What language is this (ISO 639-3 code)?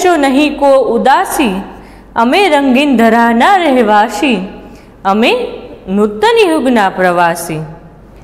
guj